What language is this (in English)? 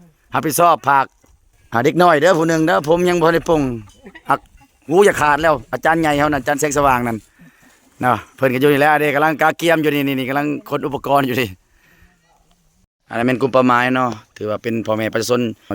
Lao